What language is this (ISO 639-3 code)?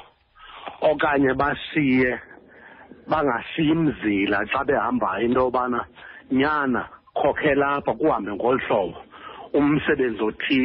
xho